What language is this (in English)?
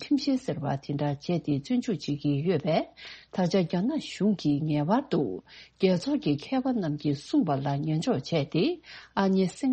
Tibetan